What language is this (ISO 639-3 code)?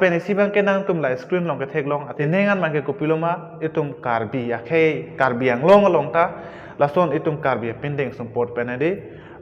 mjw